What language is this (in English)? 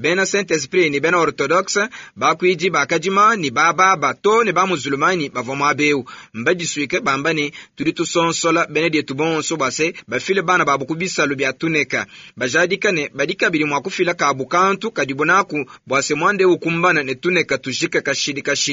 Luba-Lulua